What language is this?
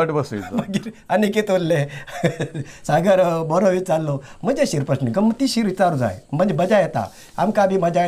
Konkani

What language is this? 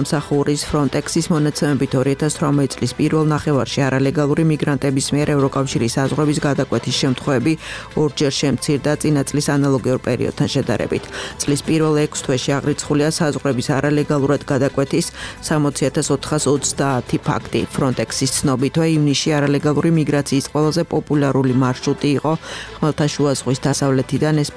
Georgian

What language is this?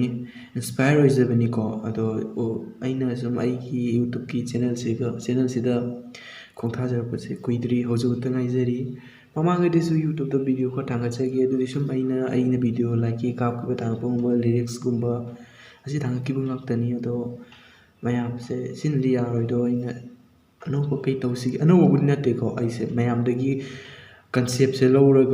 Manipuri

